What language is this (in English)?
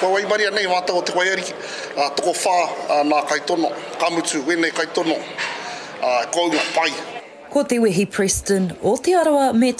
Māori